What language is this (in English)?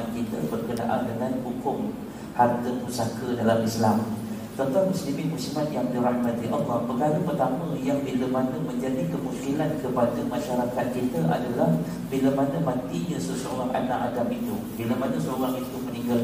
Malay